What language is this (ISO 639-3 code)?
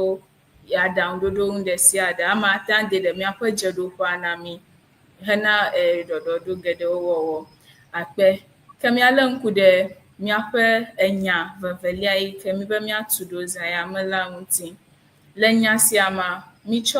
ewe